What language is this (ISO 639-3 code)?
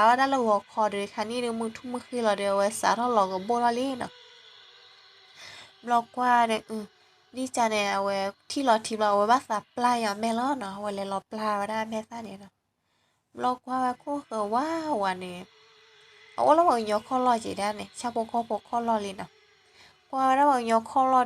ksw